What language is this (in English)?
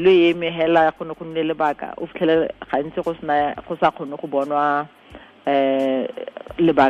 Tswana